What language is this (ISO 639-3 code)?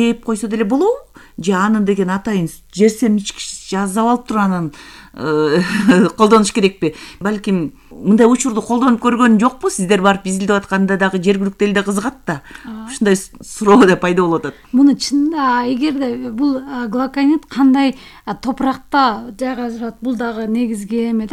kir